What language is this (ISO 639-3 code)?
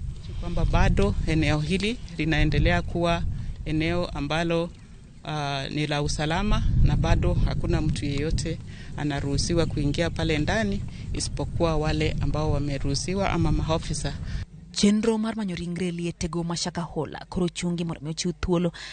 luo